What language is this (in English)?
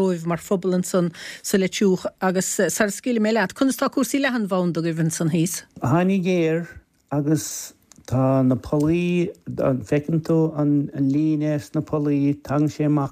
Irish